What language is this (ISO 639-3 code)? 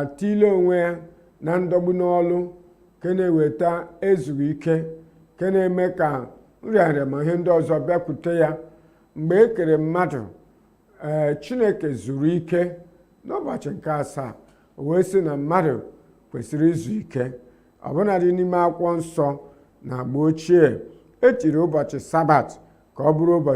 ibo